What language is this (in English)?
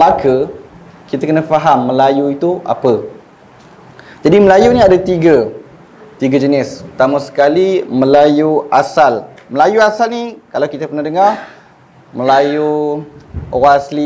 Malay